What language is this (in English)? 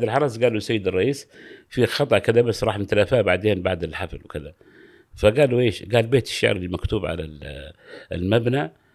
Gulf Arabic